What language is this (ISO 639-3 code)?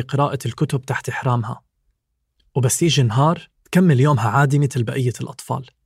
apc